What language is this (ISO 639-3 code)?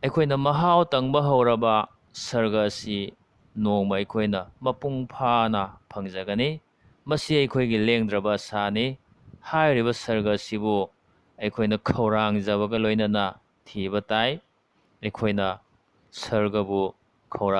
mni